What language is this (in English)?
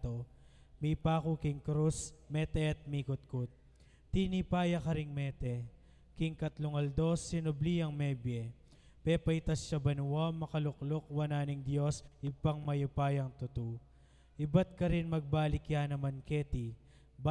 Pampanga